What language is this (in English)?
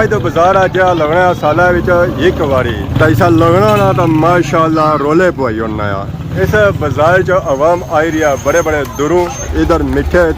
Pahari-Potwari